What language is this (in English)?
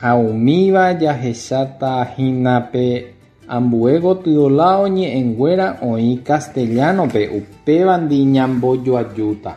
Guarani